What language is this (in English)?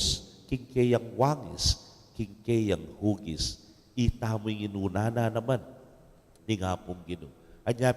Pampanga